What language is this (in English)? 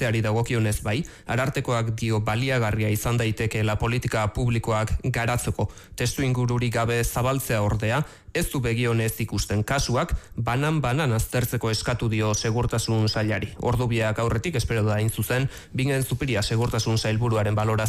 Basque